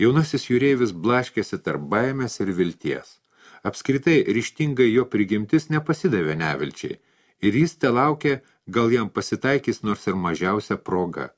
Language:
Lithuanian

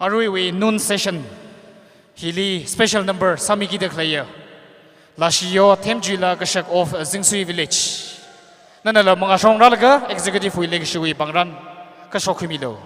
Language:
Tangkhul Naga (India)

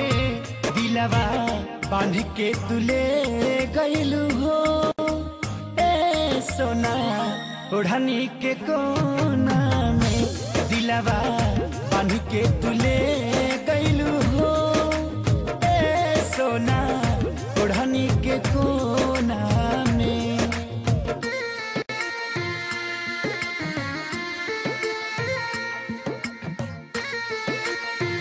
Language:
Bhojpuri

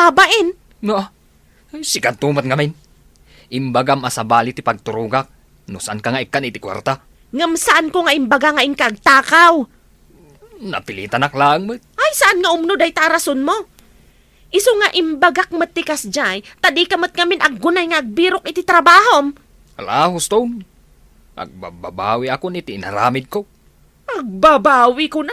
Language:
Iloko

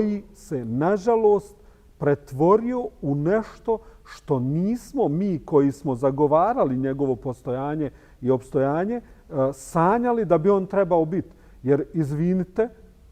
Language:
Bosnian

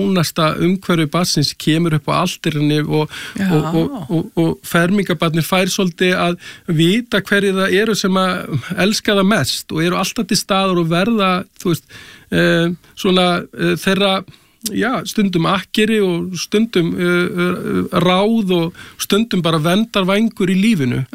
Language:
Icelandic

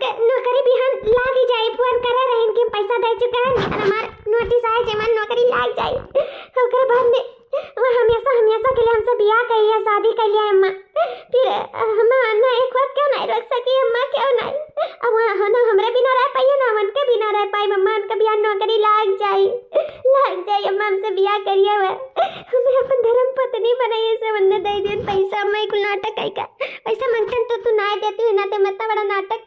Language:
Awadhi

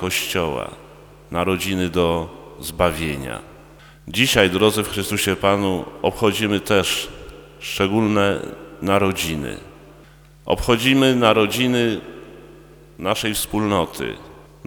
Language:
Polish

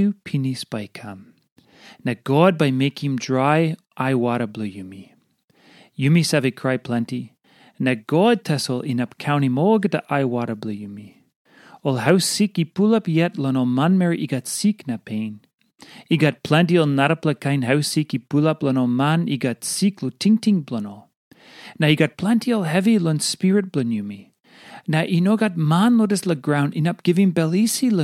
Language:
Tok Pisin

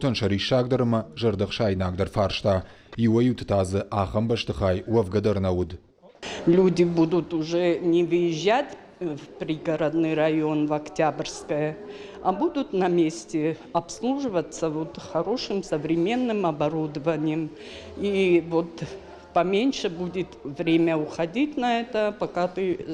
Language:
Ossetic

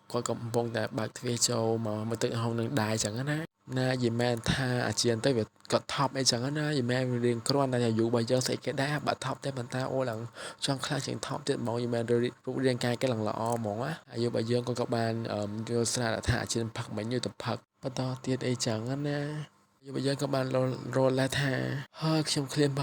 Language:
Khmer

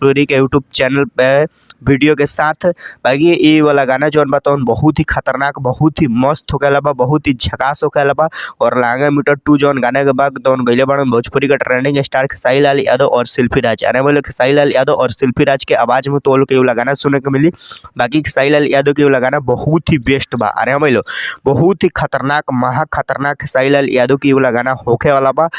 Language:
Bhojpuri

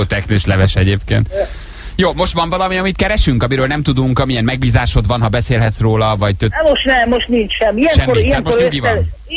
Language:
Hungarian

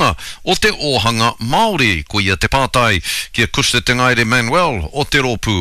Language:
Māori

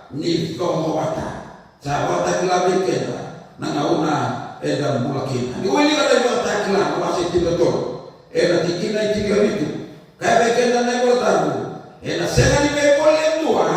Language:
Fijian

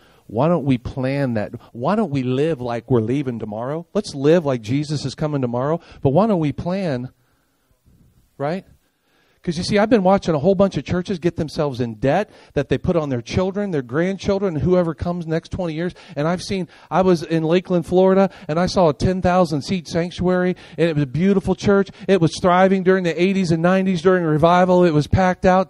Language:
English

